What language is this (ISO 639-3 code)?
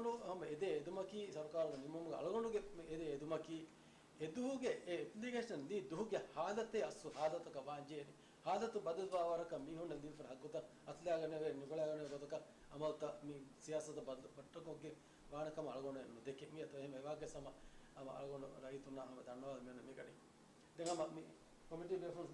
div